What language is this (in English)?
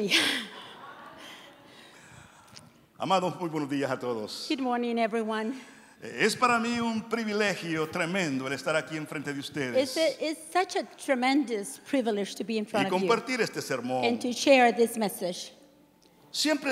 Spanish